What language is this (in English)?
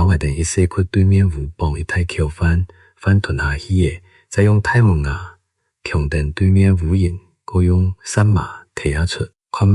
Hakka Chinese